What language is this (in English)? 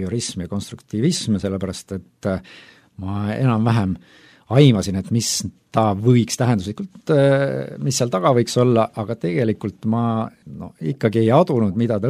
Estonian